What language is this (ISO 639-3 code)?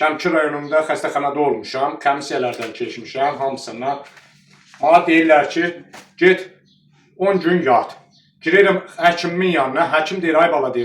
aze